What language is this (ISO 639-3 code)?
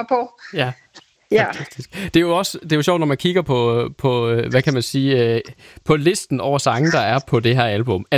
dan